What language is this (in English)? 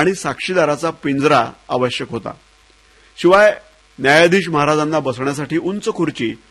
Marathi